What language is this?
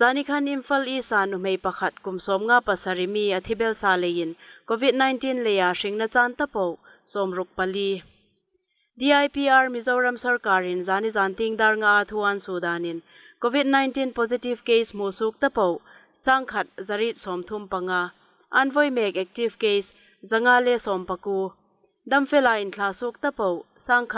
Hmar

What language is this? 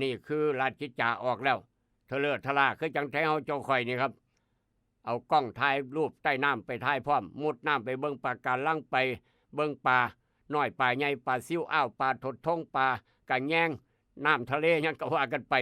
Northeastern Thai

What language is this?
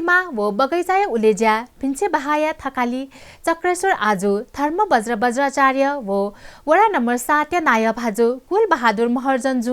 Newari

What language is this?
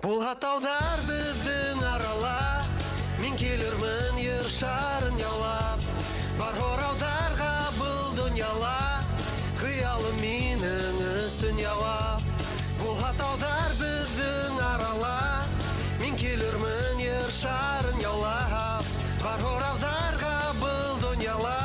Bashkir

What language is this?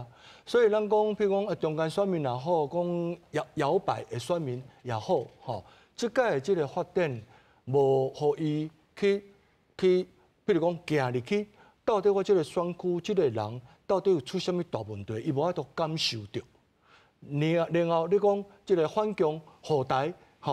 Min Nan Chinese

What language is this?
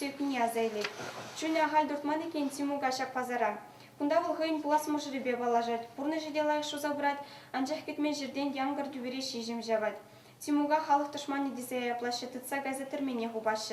Chuvash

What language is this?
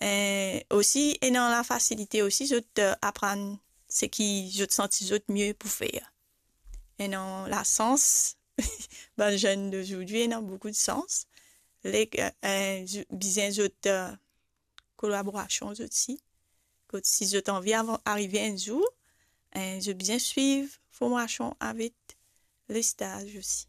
Morisyen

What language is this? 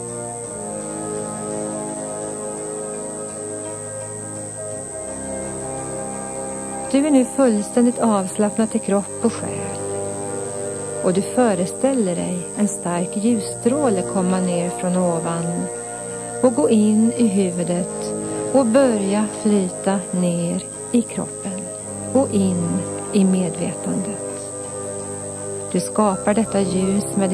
Swedish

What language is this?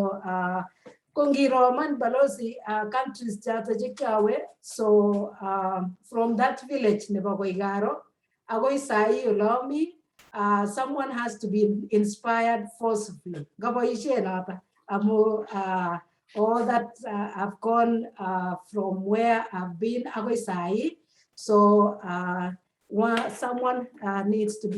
Kalenjin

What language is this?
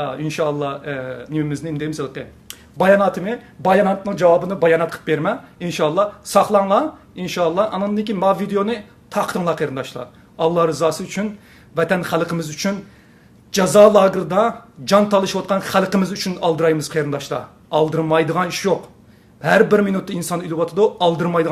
Uyghur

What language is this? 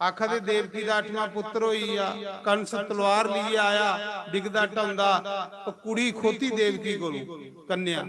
Dogri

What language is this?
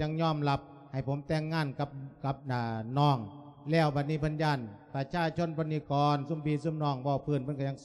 Lao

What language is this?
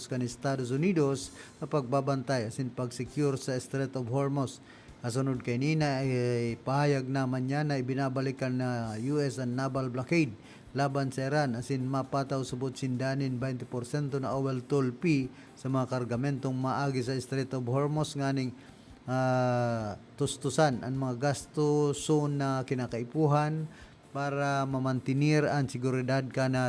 Bikol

